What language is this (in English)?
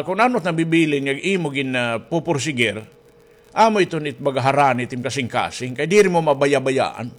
Waray